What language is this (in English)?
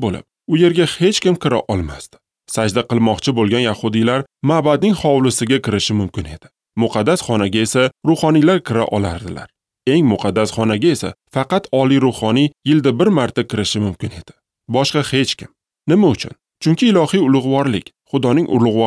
Uzbek